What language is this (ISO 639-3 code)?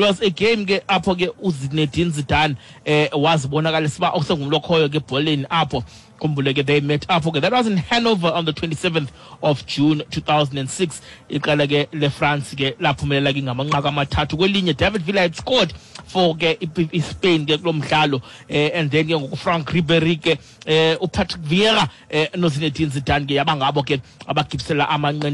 xho